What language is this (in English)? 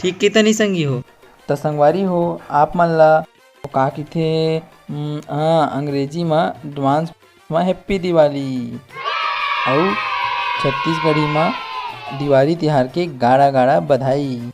Chhattisgarhi